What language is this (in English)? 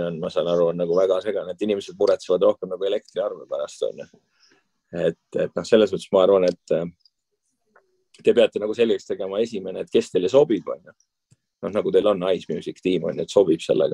Estonian